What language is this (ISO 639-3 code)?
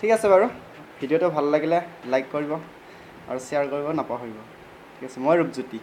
asm